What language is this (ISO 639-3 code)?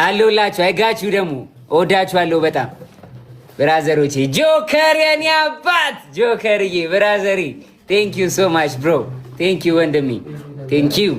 amh